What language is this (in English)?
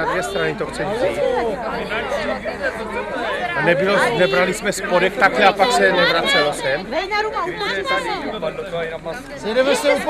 Czech